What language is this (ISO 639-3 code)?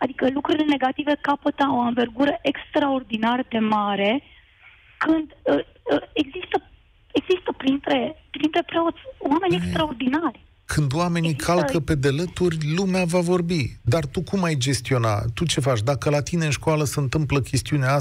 ron